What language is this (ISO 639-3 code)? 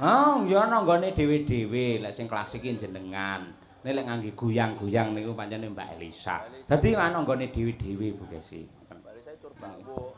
jav